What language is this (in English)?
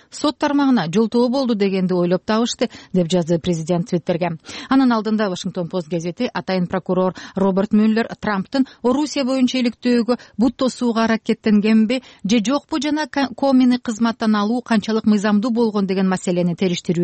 Kyrgyz